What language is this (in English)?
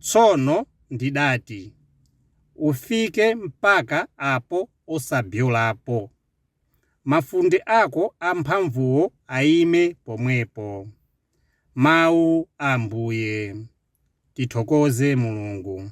Nyanja